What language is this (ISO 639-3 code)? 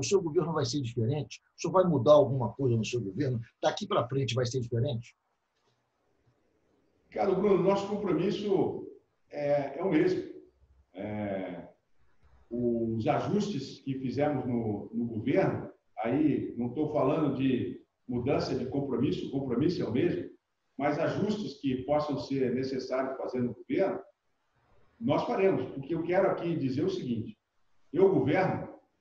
por